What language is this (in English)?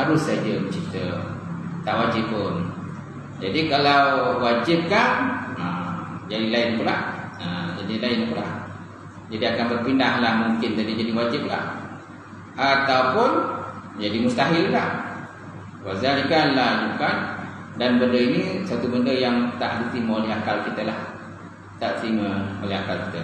Malay